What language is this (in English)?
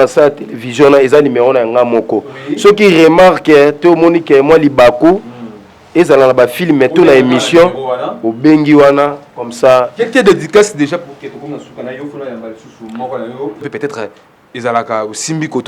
Lingala